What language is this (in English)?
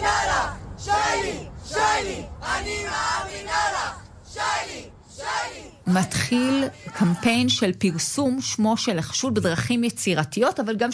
Hebrew